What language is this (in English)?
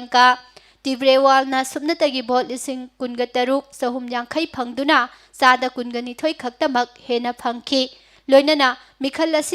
Manipuri